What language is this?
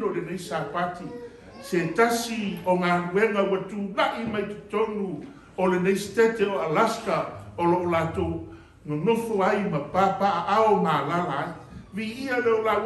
Samoan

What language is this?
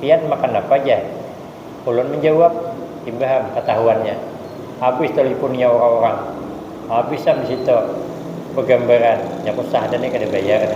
Banjar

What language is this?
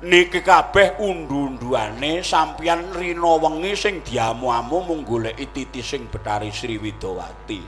Javanese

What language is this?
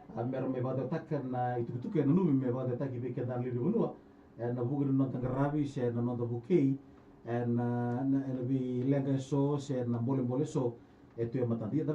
Fijian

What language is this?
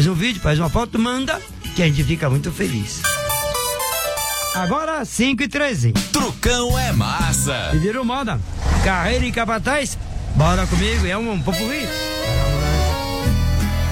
Portuguese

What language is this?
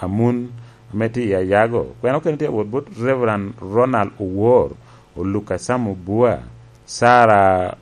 Lango (Uganda)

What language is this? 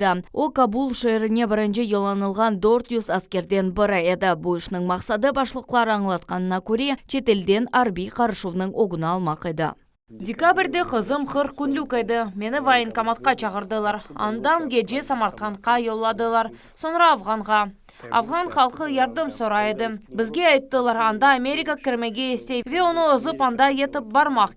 Crimean Tatar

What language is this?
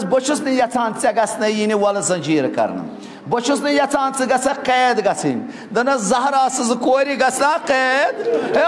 Kashmiri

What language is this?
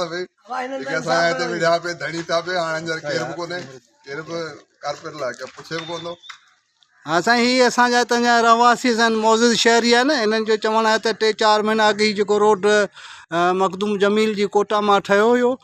Sindhi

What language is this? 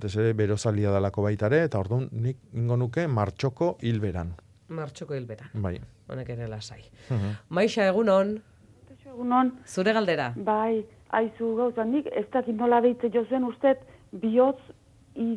Basque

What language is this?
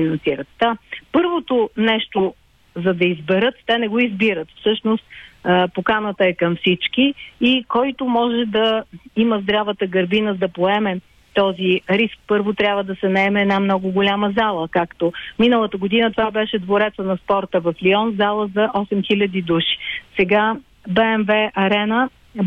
Bulgarian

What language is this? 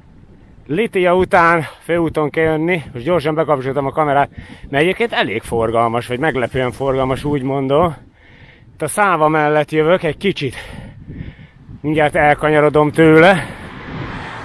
Hungarian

